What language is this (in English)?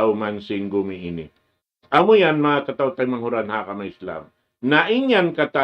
Tausug